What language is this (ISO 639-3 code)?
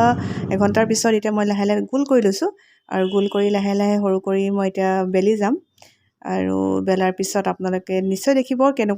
asm